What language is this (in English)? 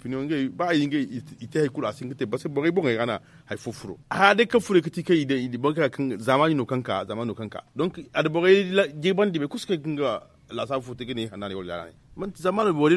Zarma